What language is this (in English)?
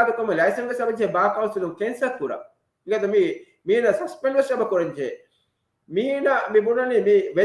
Divehi